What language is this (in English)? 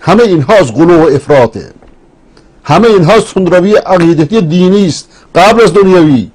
Persian